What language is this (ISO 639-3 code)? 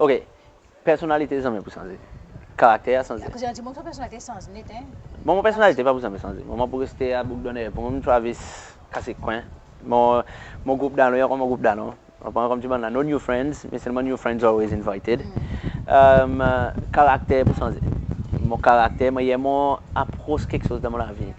crs